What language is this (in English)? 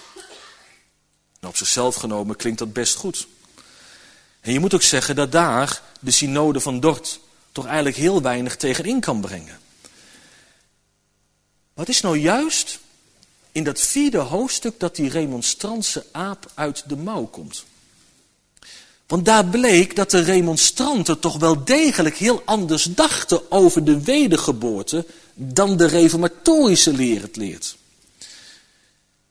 Dutch